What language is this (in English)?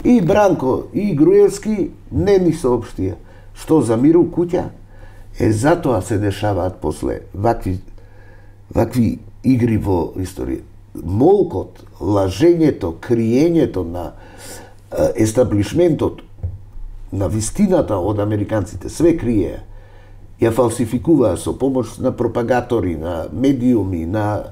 Macedonian